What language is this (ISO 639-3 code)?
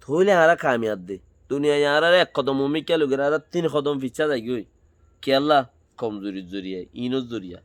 rhg